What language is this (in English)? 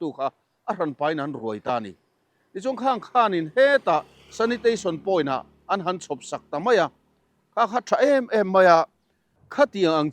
Mizo